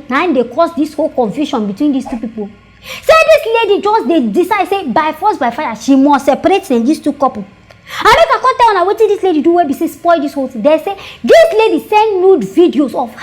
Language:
Nigerian Pidgin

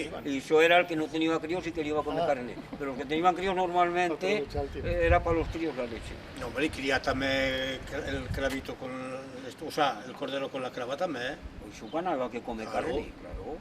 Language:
Aragonese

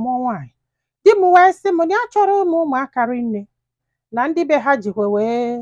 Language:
Igbo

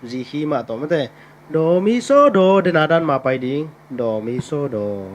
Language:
Tedim Chin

